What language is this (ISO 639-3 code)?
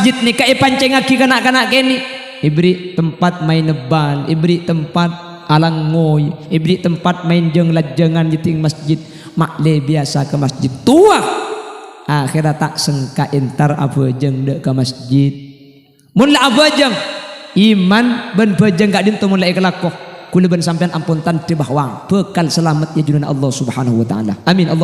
mad